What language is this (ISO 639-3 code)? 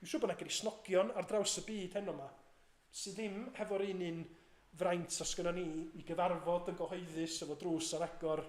cym